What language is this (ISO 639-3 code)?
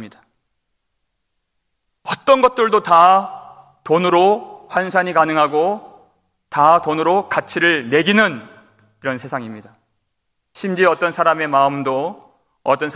kor